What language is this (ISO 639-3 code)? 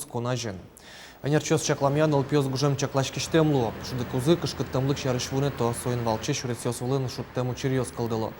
udm